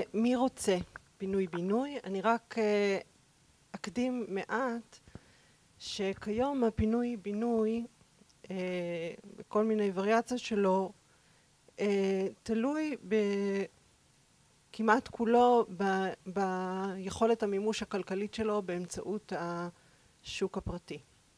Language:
Hebrew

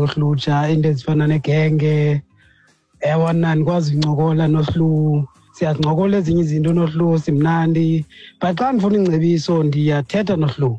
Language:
Xhosa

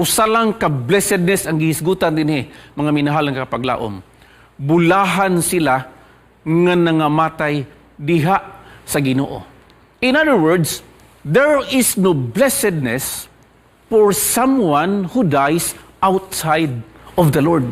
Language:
Cebuano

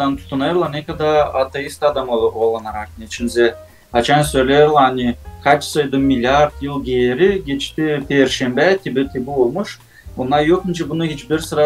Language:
Gagauz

